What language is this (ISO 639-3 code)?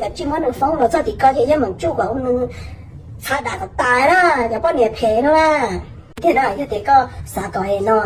hmn